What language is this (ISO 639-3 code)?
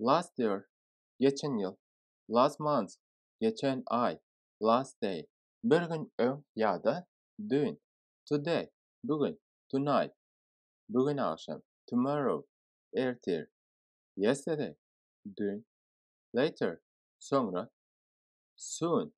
tuk